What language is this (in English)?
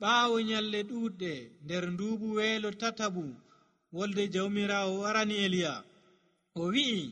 Nigerian Fulfulde